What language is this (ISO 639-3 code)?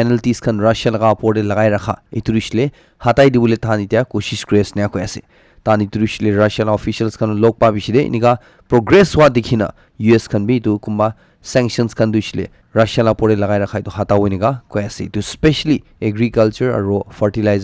nag